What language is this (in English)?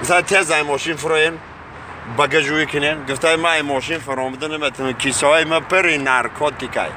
Tajik